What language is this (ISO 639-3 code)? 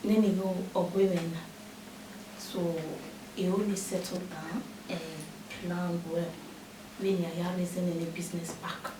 bin